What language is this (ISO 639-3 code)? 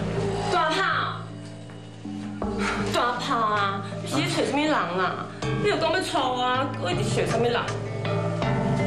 nan